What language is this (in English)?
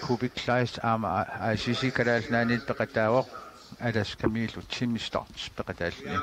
Kalaallisut